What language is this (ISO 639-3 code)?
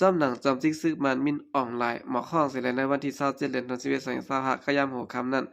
shn